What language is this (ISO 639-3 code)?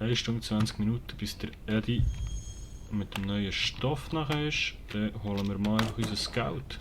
gsw